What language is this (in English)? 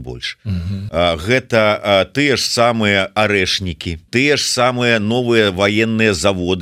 Belarusian